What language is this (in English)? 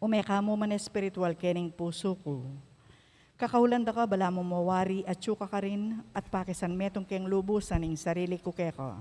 Pampanga